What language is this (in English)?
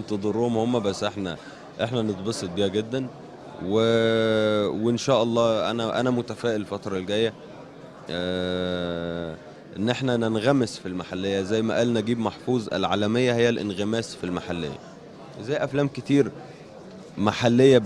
Egyptian Arabic